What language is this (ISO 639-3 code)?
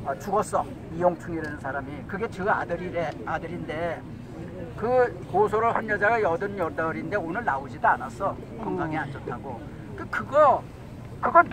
kor